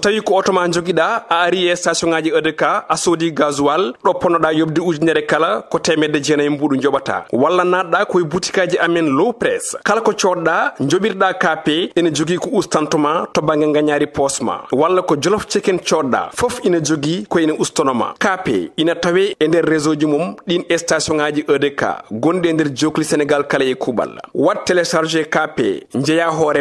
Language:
Fula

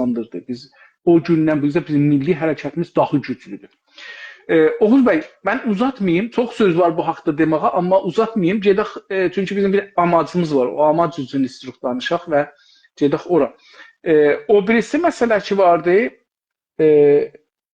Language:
South Azerbaijani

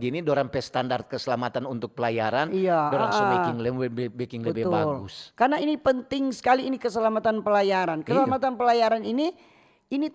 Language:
Manado Malay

